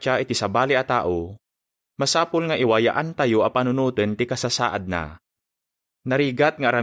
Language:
Iloko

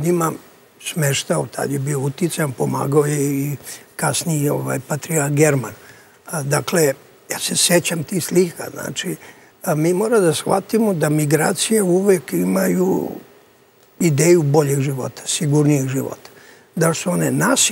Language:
Serbian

